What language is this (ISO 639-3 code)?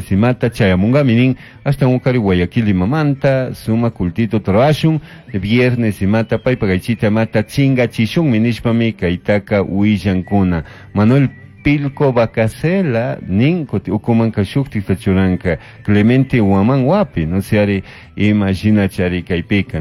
qug